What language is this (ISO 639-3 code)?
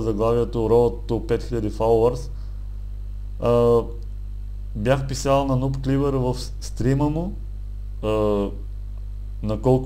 bul